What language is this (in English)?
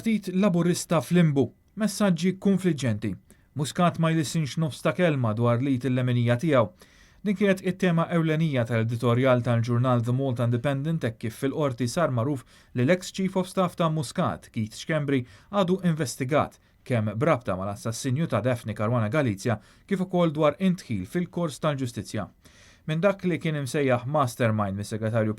Maltese